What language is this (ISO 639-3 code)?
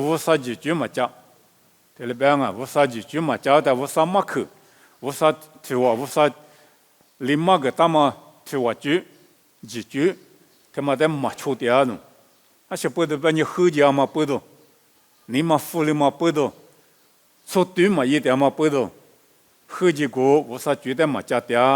lis